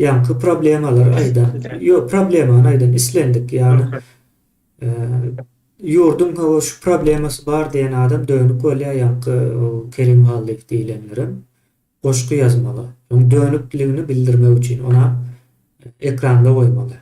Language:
Turkmen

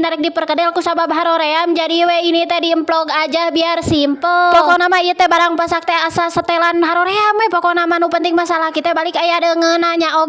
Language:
Sundanese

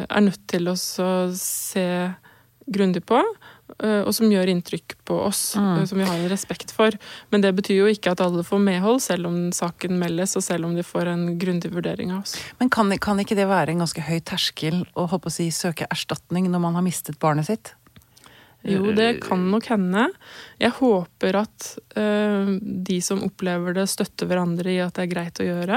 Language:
Norwegian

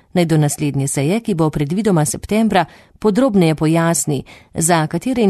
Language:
Slovenian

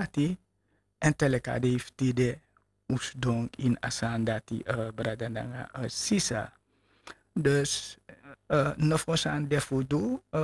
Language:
Sranan Tongo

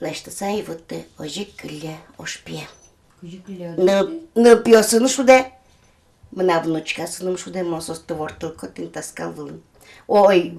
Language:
Udmurt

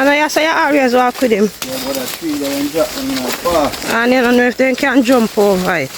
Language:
Jamaican Creole English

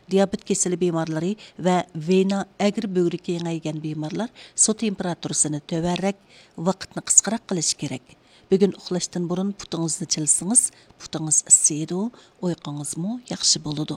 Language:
Uyghur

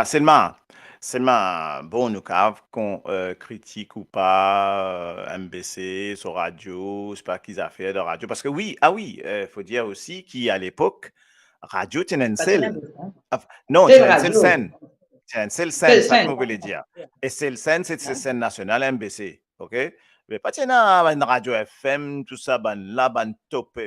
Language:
Morisyen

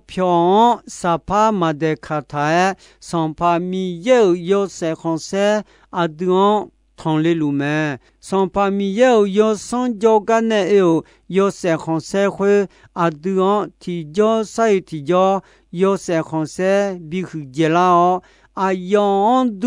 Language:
Akha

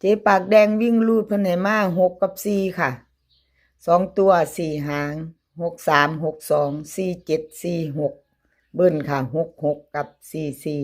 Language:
Northeastern Thai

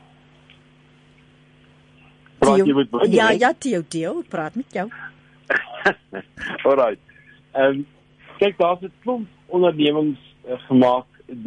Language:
Afrikaans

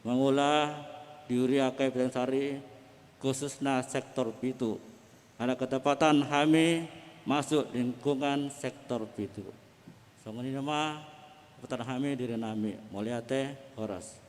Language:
Batak Toba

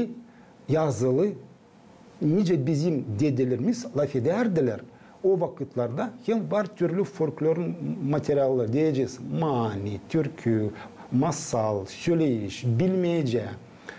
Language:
Gagauz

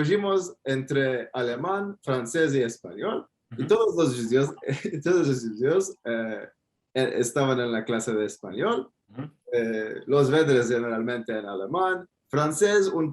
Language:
Ladino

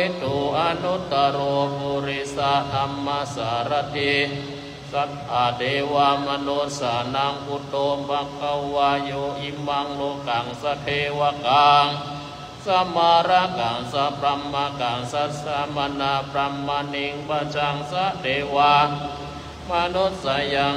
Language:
Pali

